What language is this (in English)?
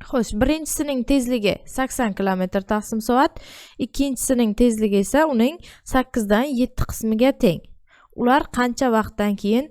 Uzbek